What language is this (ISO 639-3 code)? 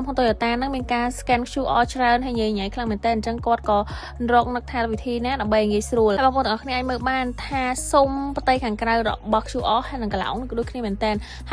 khm